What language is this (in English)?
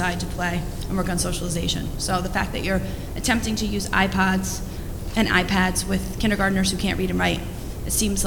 English